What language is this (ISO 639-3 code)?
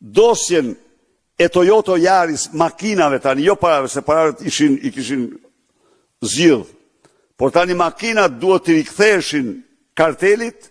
sqi